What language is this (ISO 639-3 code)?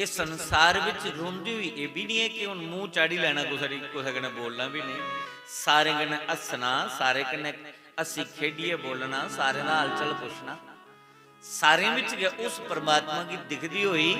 doi